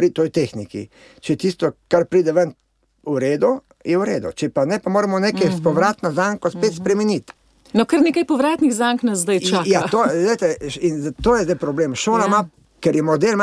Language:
Slovenian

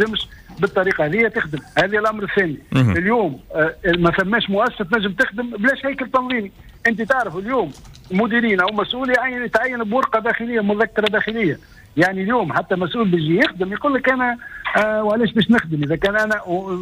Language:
Tunisian Arabic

